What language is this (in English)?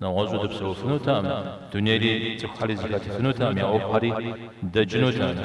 Kabardian